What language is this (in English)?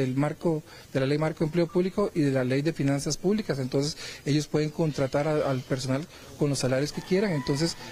Spanish